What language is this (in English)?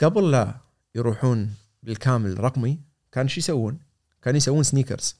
Gulf Arabic